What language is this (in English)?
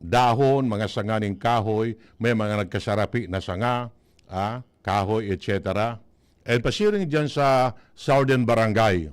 Bikol